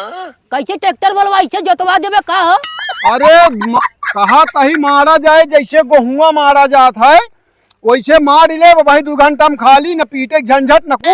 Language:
Awadhi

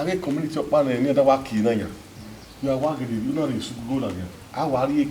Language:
Bini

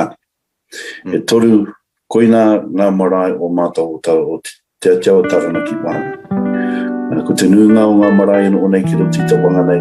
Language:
Māori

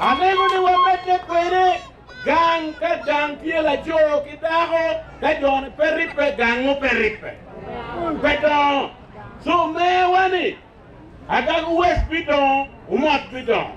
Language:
Acoli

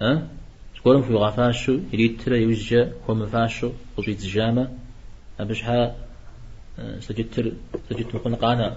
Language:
Kabardian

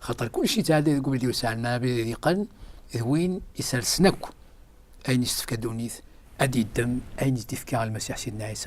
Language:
Kabyle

